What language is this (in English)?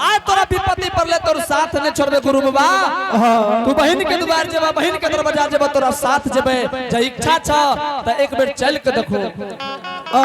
Angika